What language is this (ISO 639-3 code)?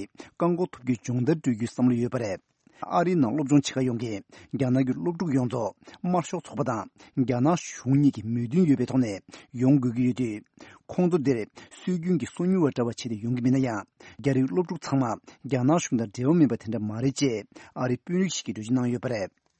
bod